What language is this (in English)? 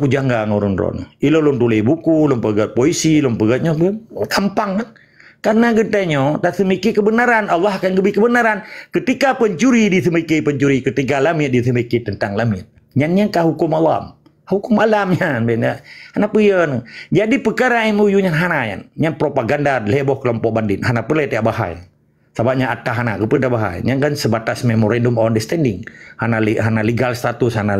Achinese